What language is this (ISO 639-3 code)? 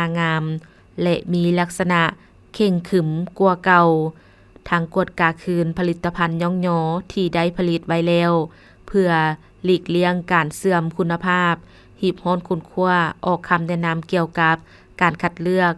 lao